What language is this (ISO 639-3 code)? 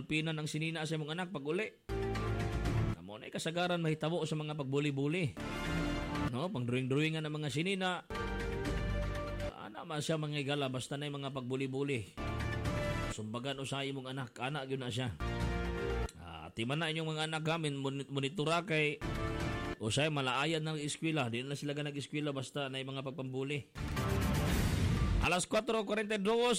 ceb